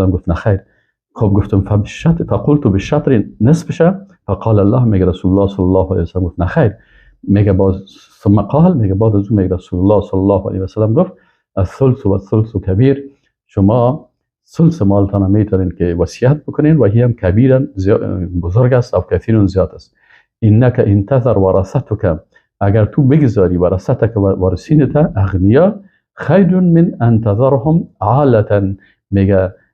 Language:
Persian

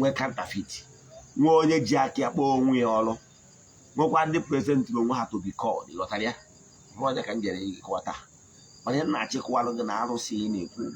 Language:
Igbo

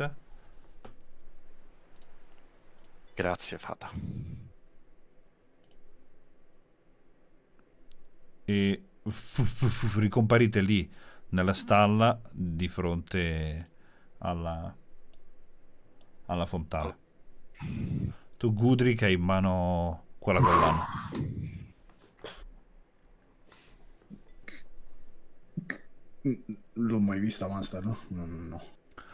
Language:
Italian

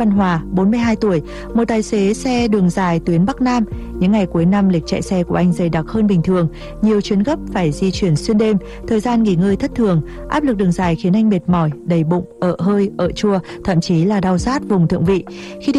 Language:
Vietnamese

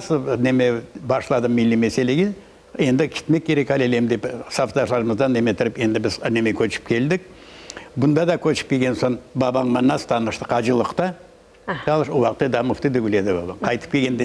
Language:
Crimean Tatar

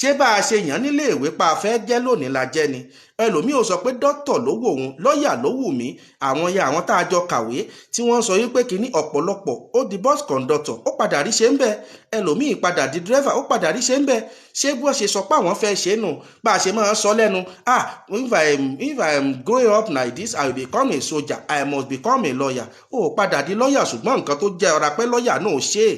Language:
Yoruba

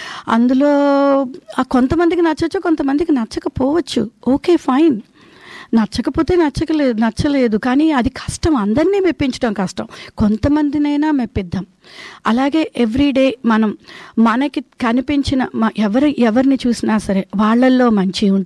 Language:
Telugu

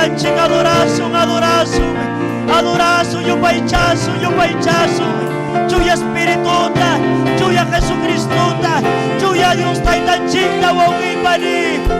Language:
Ayacucho Quechua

